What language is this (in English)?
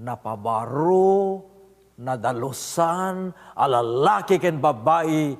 Iloko